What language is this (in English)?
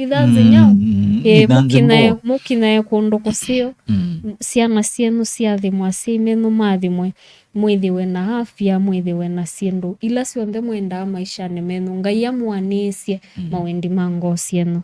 Kamba